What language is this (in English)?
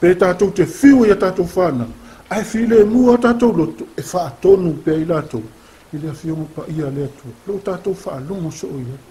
Samoan